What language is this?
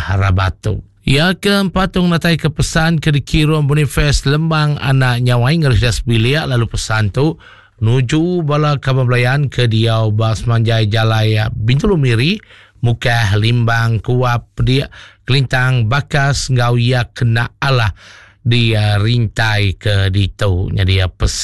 Iban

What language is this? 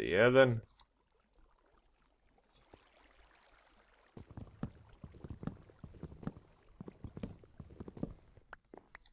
Croatian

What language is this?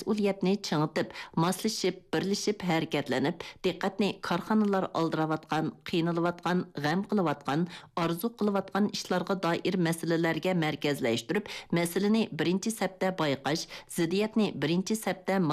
Uyghur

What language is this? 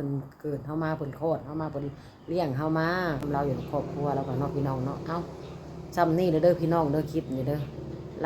Northeastern Thai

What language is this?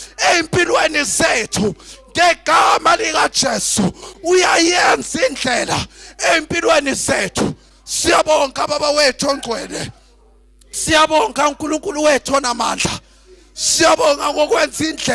Zulu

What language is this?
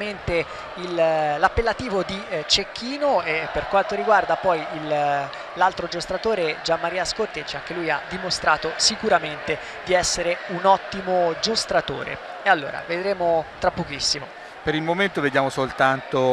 Italian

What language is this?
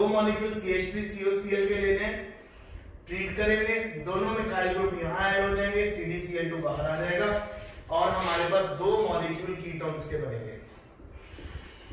Hindi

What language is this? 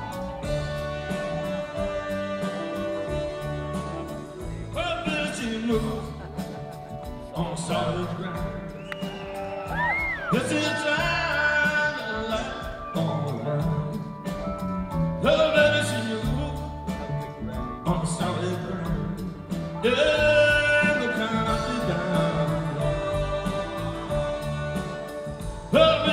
English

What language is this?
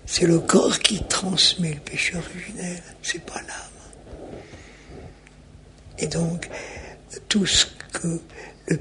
French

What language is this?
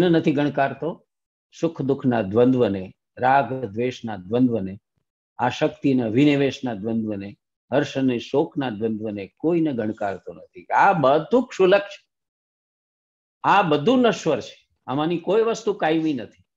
Gujarati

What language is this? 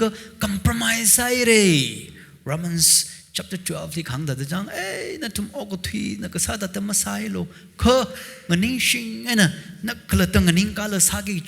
Tangkhul Naga (India)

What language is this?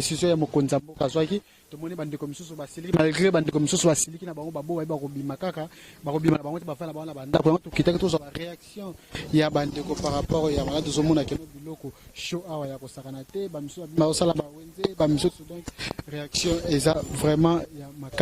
Lingala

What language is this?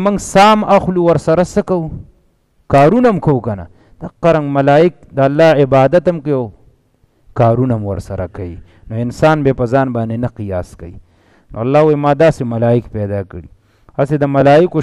Pashto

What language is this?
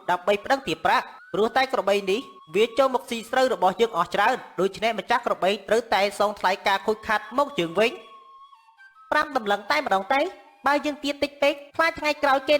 Khmer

